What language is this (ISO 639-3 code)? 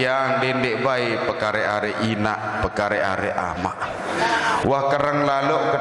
sas